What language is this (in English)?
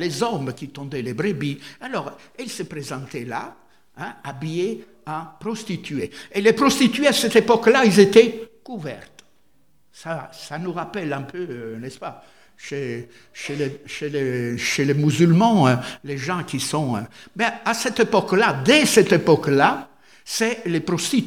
French